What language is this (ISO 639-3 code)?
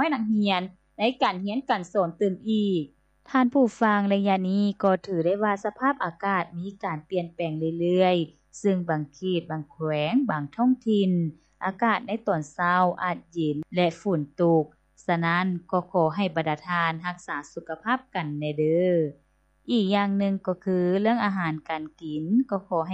lao